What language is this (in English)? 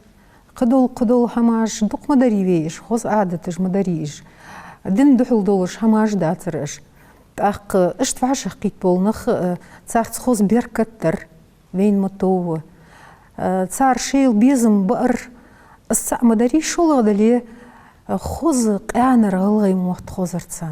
Ingush